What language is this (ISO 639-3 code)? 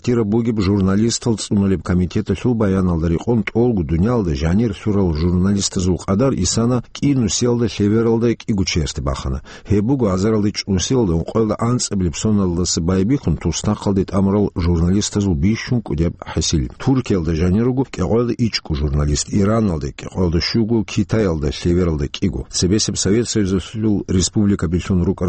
ava